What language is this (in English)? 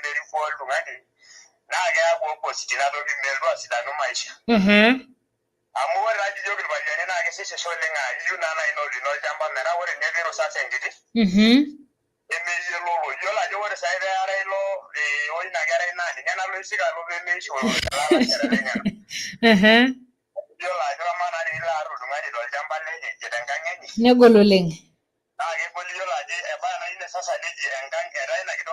Masai